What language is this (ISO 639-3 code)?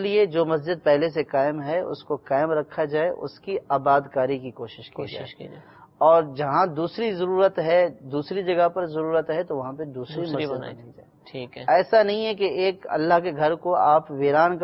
urd